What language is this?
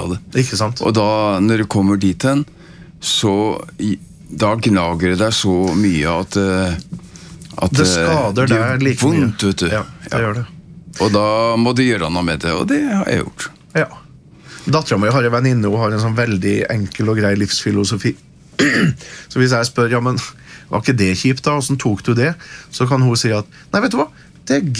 Norwegian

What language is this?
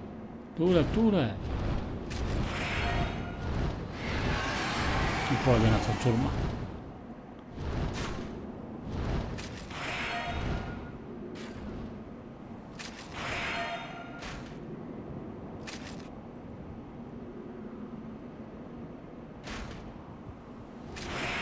Estonian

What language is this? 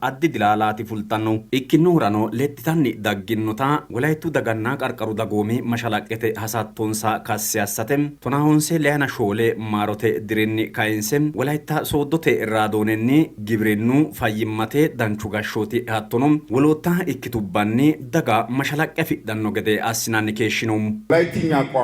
Sidamo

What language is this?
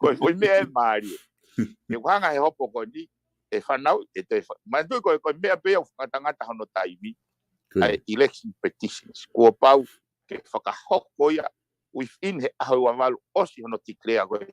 Tongan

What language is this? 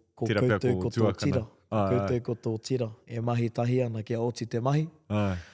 Māori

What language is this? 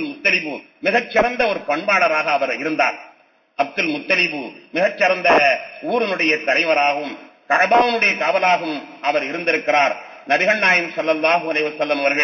Tamil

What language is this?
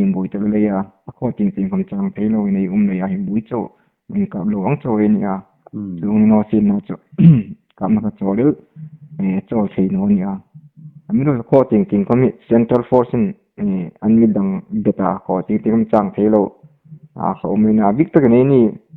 Hmar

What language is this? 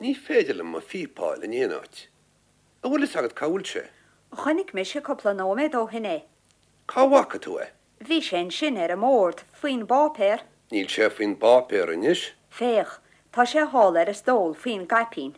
Irish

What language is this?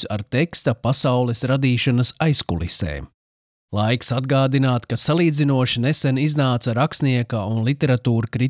Latvian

